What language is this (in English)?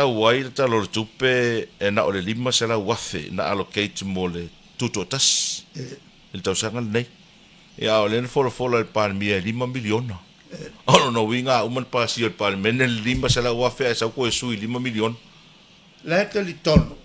Samoan